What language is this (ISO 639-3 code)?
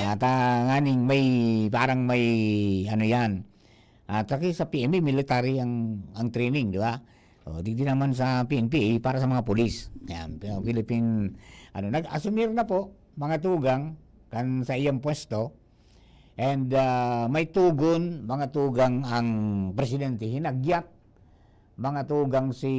bik